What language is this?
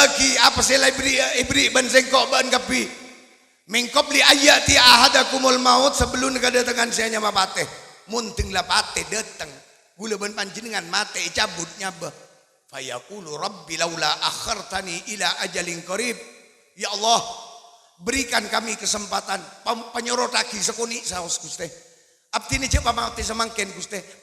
Madurese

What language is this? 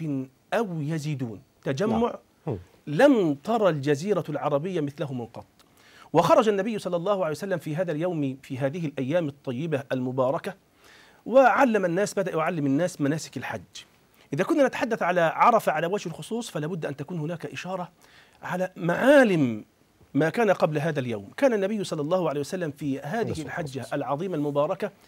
Egyptian Arabic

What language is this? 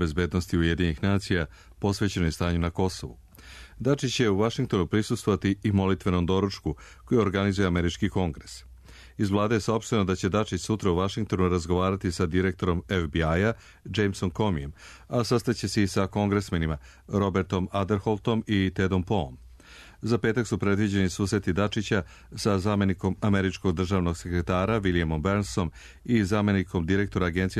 Serbian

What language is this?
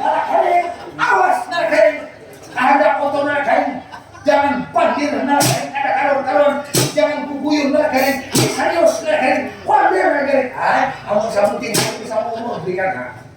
Banjar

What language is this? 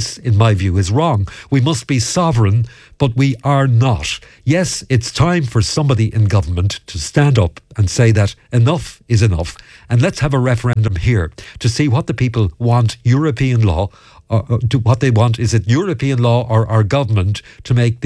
English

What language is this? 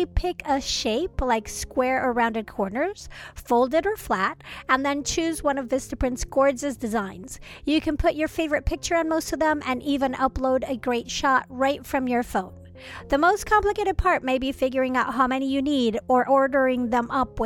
English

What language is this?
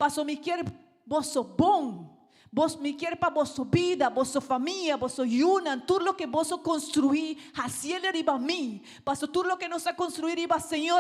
Papiamento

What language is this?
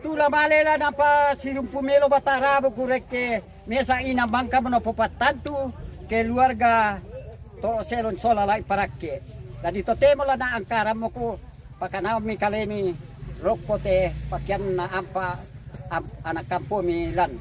Toraja-Sa'dan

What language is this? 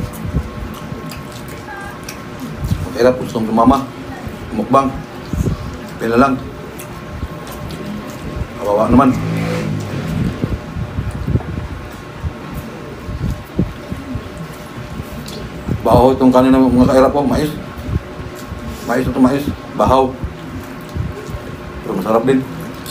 Filipino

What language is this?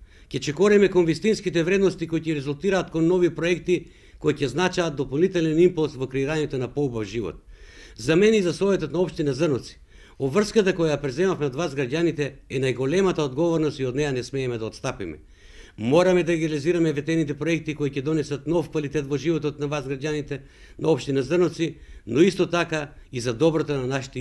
Macedonian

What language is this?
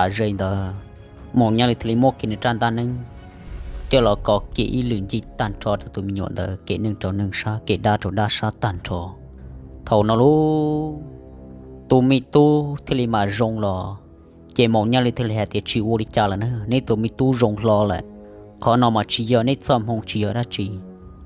Hmong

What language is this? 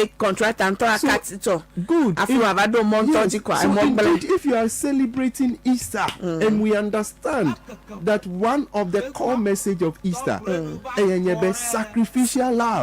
Ewe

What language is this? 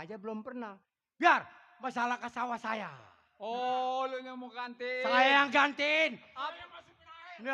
Betawi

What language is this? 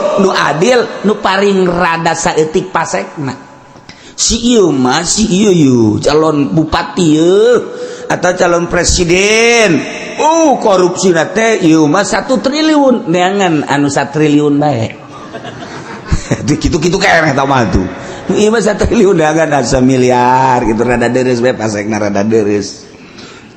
Sundanese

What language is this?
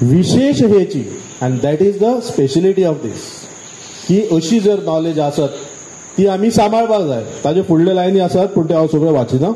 Konkani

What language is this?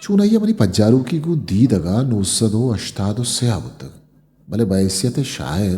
Eastern Balochi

